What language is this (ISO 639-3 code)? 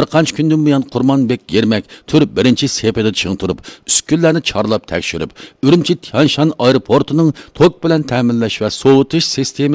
uig